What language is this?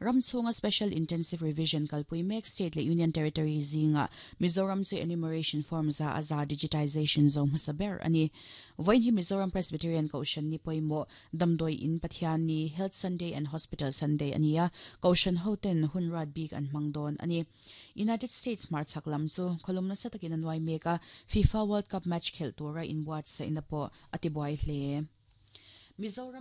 Mizo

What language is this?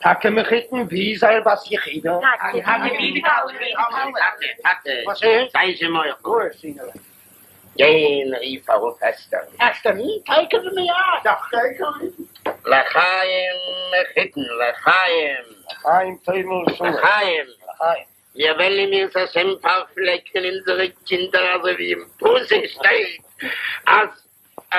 Yiddish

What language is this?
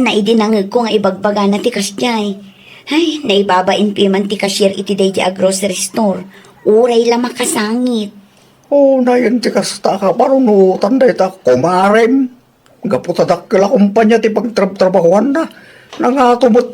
Iloko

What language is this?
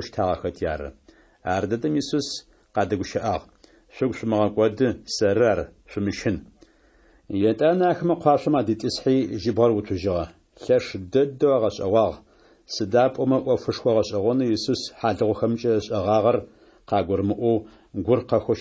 Adyghe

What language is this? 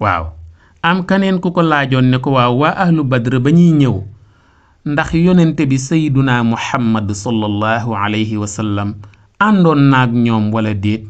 Wolof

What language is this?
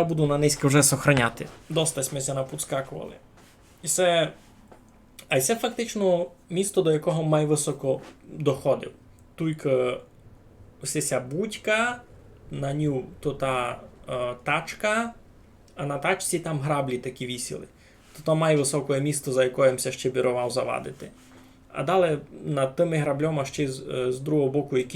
Rusyn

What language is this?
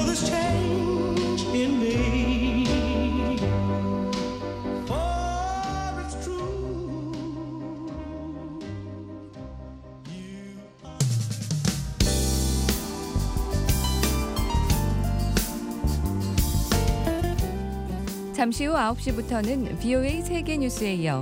Korean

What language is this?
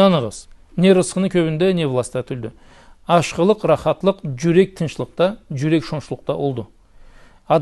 Karachay-Balkar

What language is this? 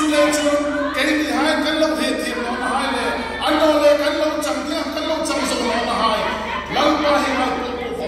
Hmar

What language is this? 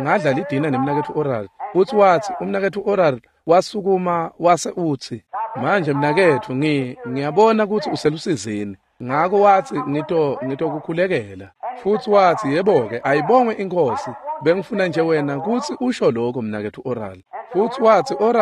Swati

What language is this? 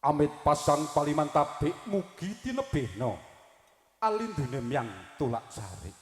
Javanese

